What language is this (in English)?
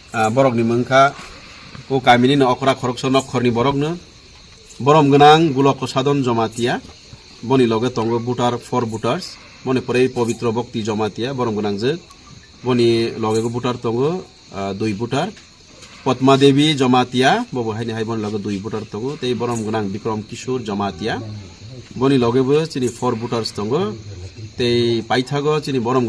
Riang (India)